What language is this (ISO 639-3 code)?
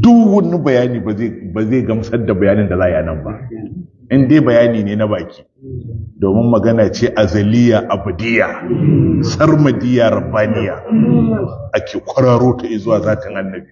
hau